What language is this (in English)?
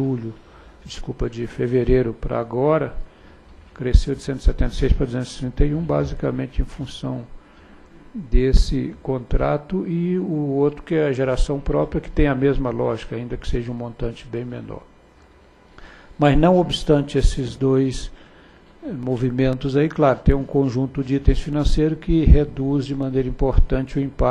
Portuguese